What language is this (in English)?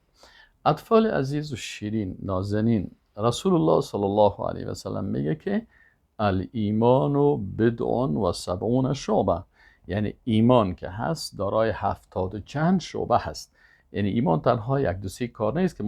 Persian